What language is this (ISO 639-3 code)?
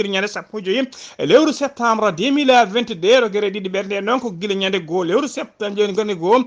ful